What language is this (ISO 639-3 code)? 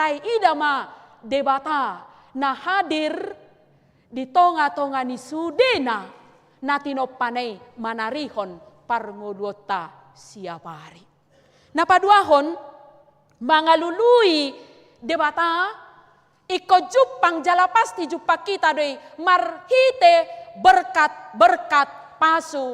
bbc